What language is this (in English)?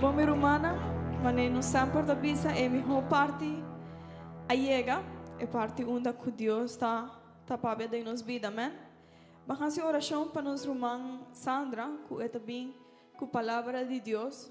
Papiamento